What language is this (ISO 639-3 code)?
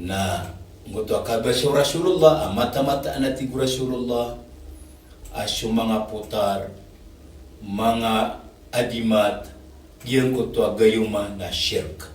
mrw